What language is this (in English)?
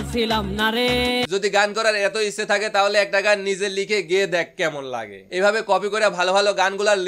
Bangla